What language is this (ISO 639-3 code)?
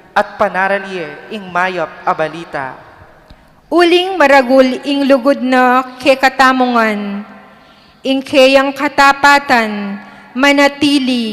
pam